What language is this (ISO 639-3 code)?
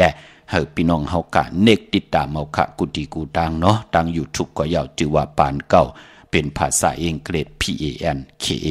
shn